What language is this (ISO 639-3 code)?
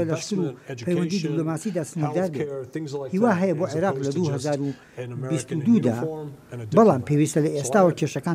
ckb